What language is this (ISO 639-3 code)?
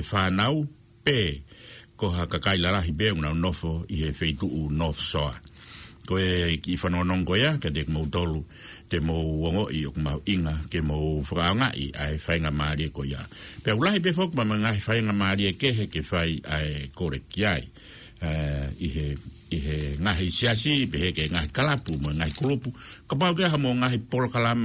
ton